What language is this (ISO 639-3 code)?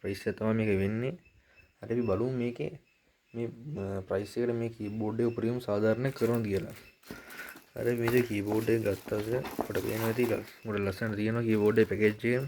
sin